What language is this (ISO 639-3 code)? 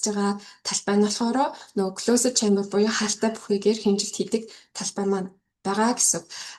mon